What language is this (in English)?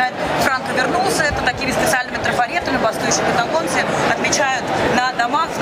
Russian